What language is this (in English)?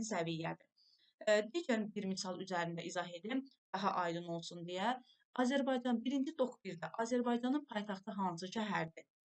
Azerbaijani